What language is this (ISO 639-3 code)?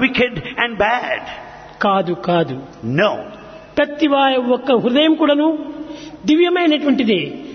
tel